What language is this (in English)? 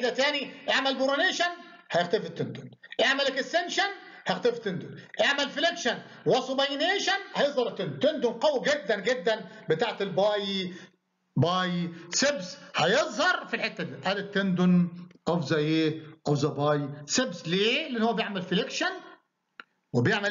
Egyptian Arabic